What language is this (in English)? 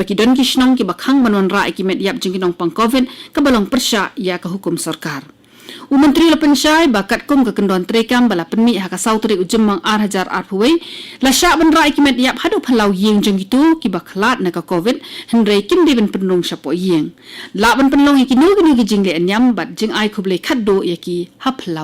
Khasi